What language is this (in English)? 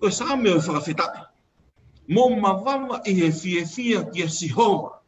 Tongan